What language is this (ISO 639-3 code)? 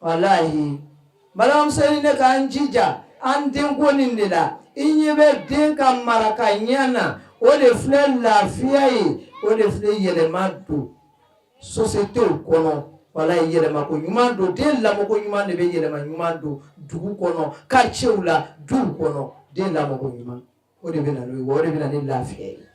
bam